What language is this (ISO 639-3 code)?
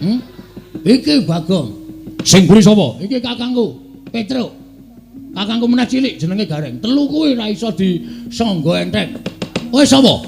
jav